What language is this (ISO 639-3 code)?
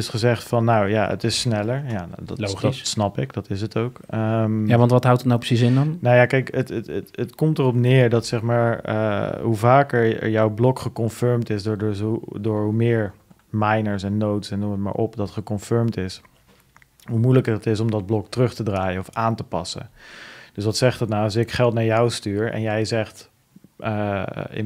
nld